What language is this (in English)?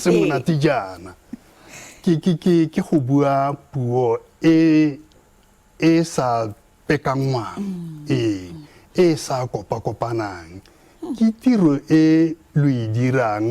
Tswana